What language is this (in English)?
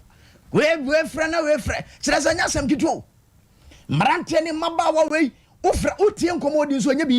Akan